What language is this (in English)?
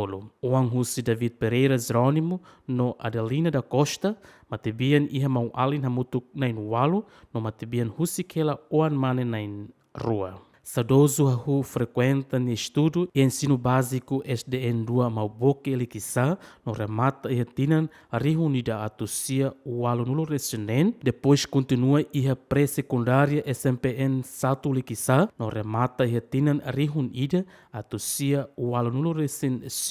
Tetum